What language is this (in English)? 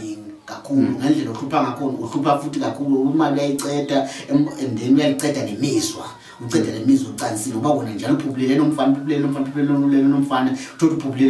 Zulu